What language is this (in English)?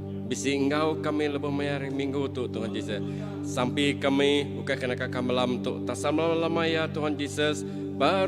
Iban